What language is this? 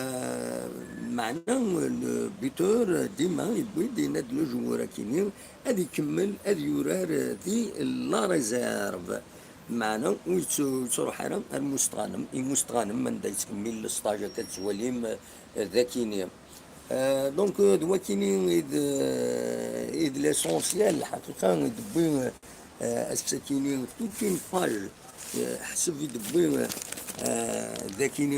Kabyle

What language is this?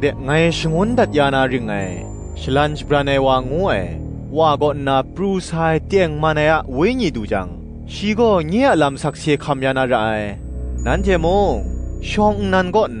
Kachin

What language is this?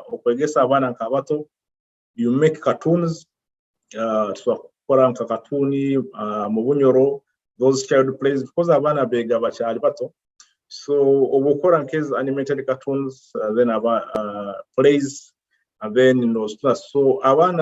Nyoro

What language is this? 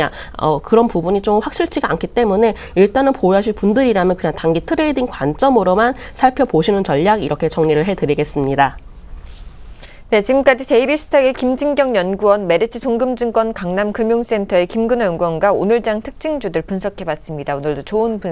Korean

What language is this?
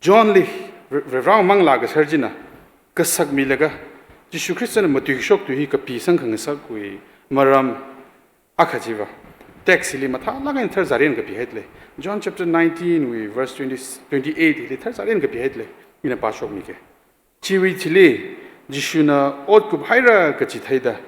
Tangkhul Naga (India)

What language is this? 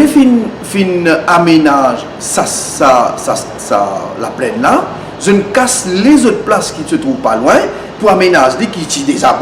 Morisyen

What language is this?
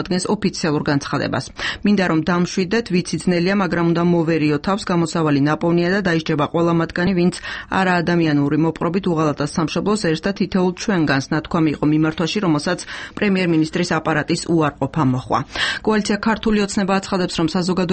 Georgian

